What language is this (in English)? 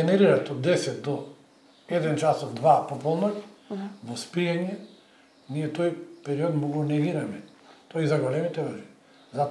Macedonian